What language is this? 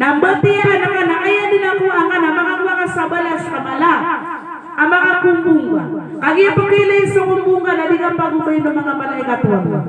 Maranao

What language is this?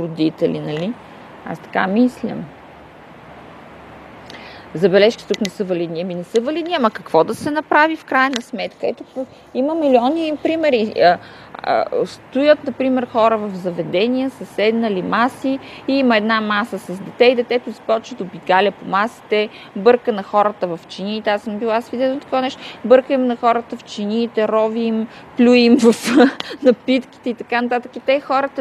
Bulgarian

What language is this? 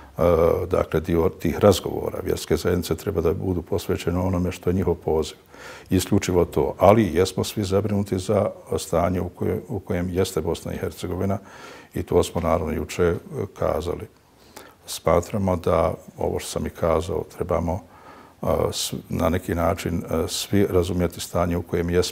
Bosnian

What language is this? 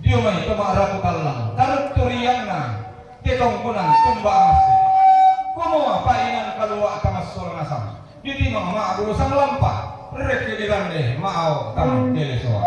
Toraja-Sa'dan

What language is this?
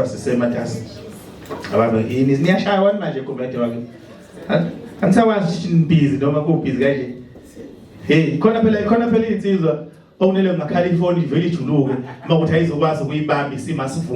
Zulu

